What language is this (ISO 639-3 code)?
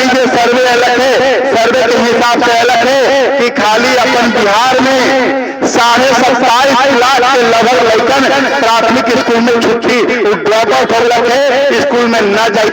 mag